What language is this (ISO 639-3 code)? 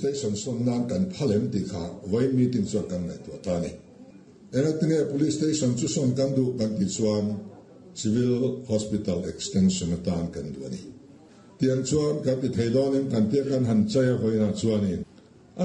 lus